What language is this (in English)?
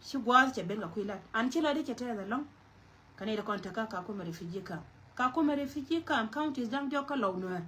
Nuer